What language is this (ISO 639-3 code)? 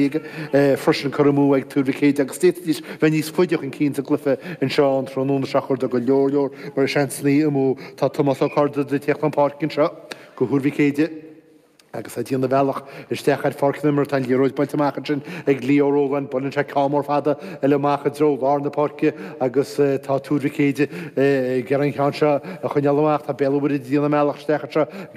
gle